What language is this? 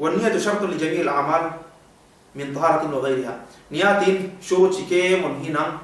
Yakan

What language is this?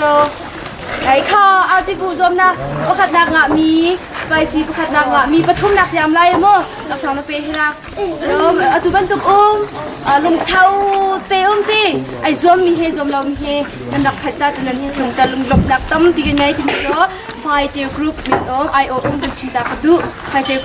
Hakha Chin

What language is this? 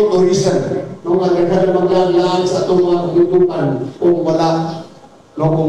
Cebuano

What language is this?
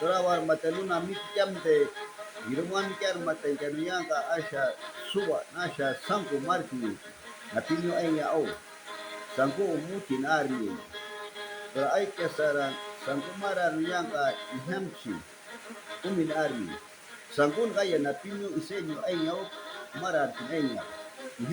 Shuar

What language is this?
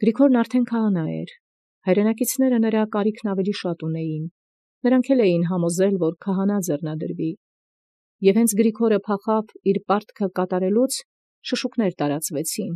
Armenian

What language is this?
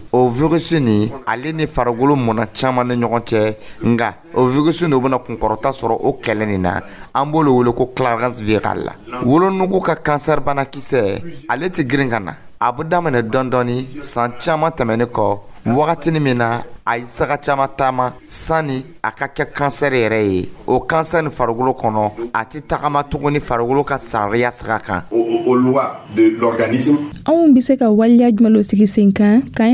Dyula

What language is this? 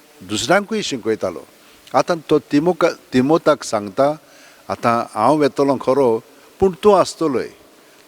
Konkani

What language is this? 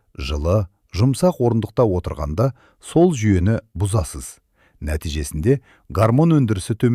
Kazakh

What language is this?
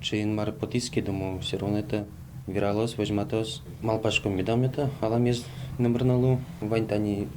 Udmurt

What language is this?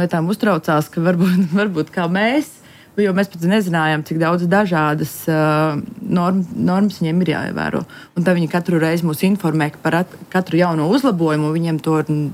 Latvian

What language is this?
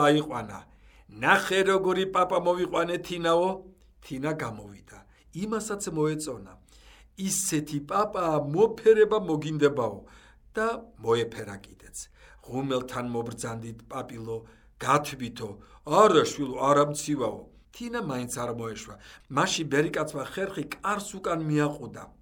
Georgian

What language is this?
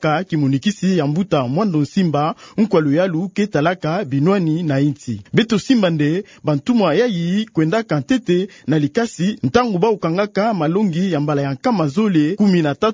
Kituba (Democratic Republic of Congo)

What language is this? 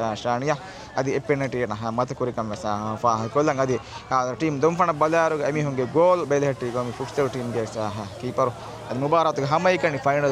Divehi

